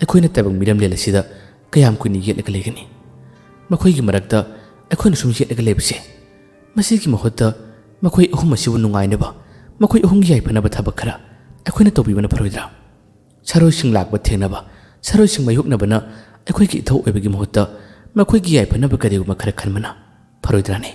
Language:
Manipuri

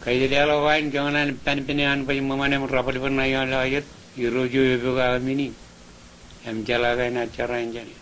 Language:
Marshallese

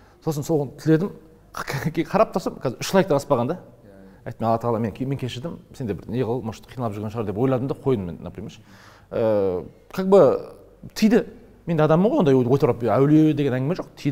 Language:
Kazakh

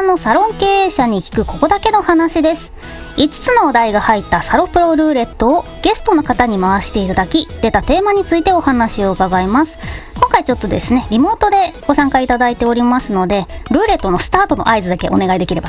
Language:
Japanese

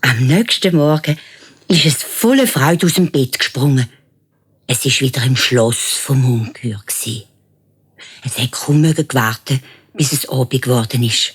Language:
Swiss German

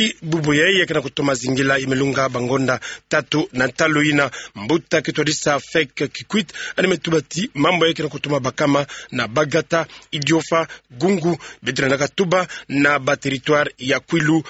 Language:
Kituba (Democratic Republic of Congo)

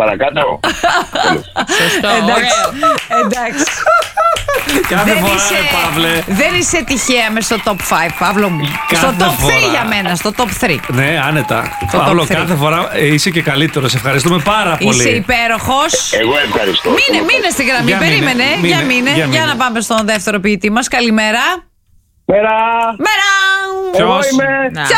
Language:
Greek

